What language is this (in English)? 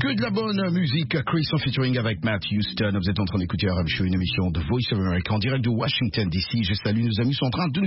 French